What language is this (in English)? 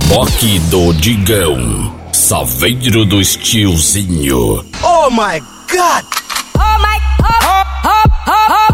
Portuguese